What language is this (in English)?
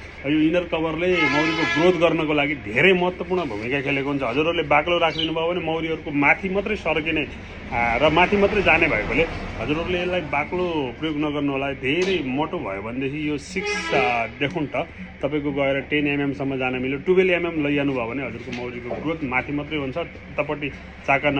Nepali